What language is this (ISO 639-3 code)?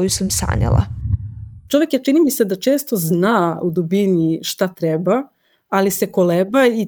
srp